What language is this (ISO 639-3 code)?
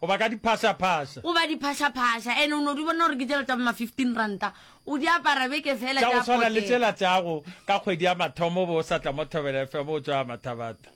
nso